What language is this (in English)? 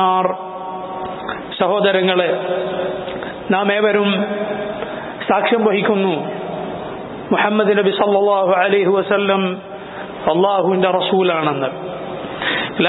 Malayalam